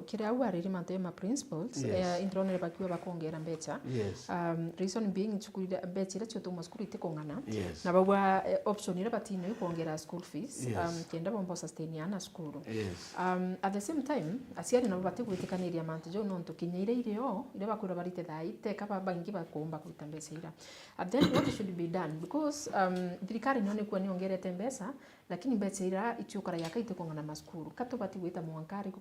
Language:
Meru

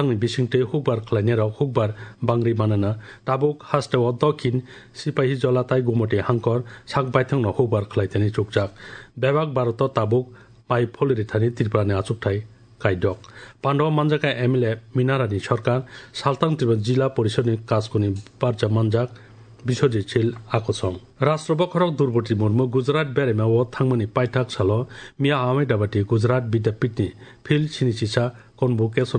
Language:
Kok Borok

